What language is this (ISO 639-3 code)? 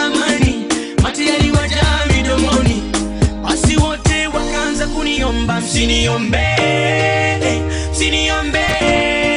swa